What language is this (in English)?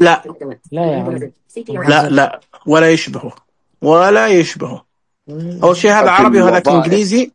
Najdi Arabic